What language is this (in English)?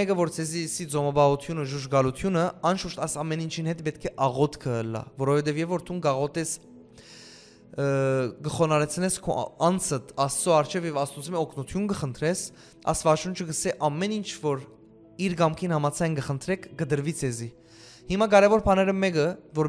Western Armenian